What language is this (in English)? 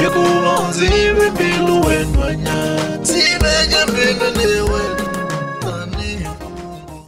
Tsonga